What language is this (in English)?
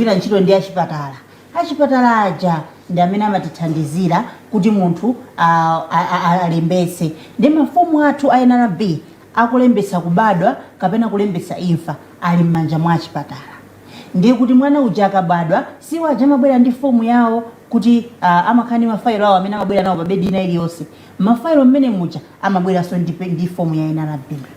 Nyanja